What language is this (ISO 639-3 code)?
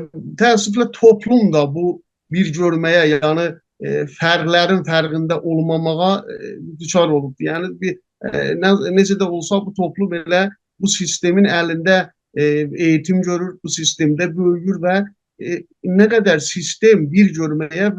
azb